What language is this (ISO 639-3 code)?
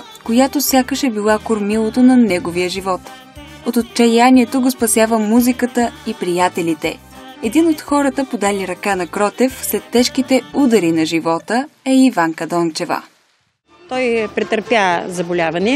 bul